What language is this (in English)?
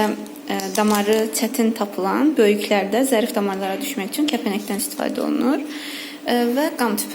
Azerbaijani